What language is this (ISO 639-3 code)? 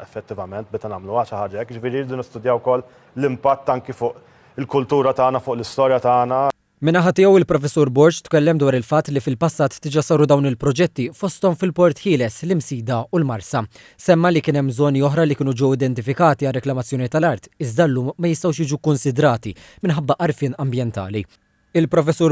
mlt